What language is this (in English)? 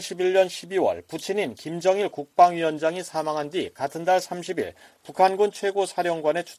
Korean